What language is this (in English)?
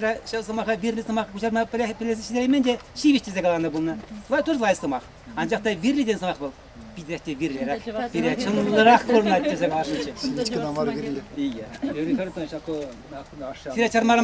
Chuvash